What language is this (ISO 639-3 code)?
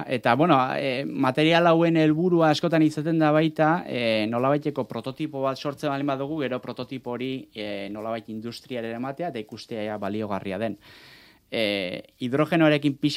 eus